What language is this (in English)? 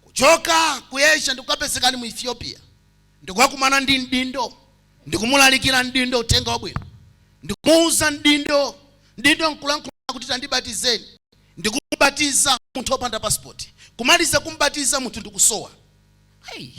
Nyanja